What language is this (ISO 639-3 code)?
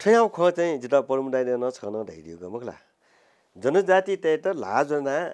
new